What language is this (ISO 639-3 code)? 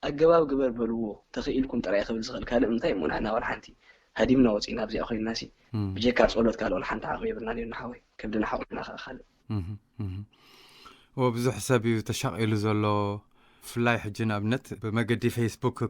tir